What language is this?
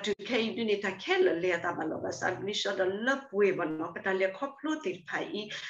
S'gaw Karen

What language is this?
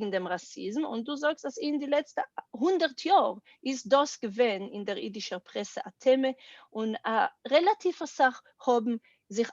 Yiddish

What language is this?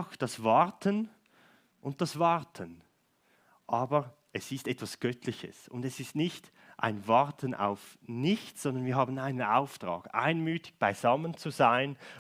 Swiss German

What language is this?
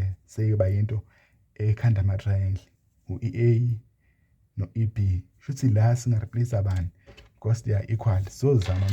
Zulu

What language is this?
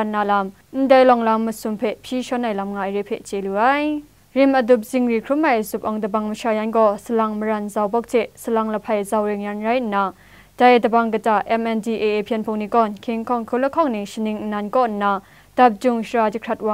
Kachin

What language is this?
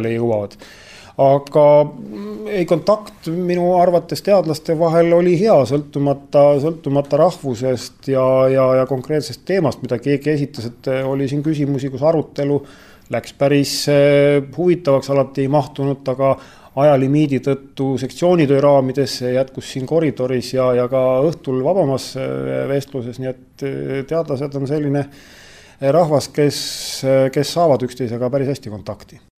Estonian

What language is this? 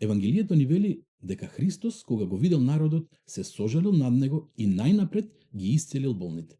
Macedonian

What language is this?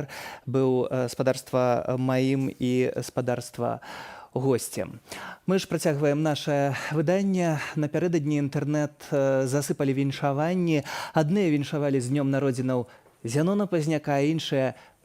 Belarusian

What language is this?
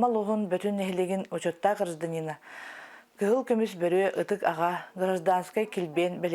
Yakut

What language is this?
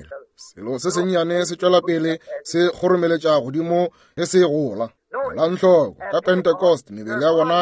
Northern Sotho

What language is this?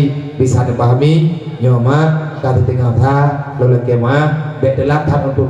Achinese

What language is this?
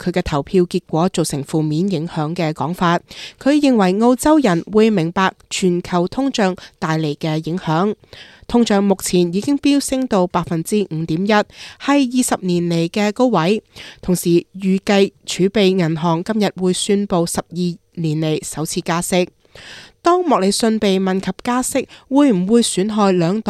Cantonese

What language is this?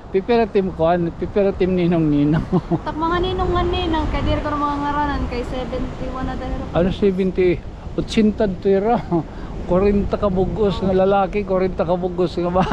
Waray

